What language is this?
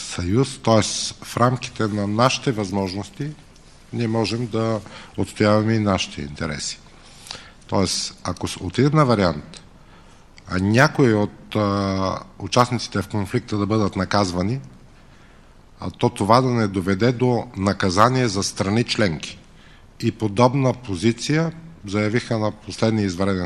Bulgarian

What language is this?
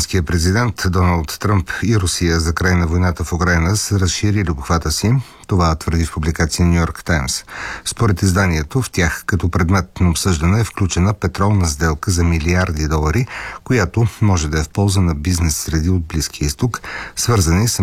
Bulgarian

